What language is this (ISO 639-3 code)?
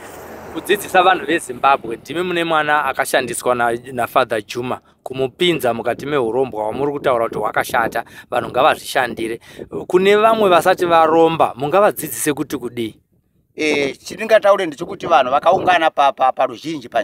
sna